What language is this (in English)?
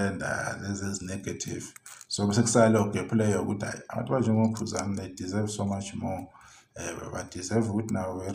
Zulu